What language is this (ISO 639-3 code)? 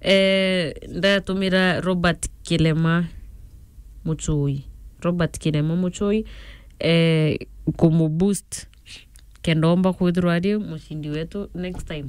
mer